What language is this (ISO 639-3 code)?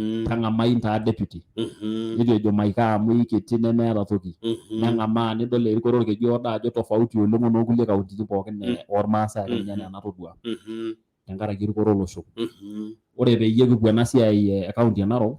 mas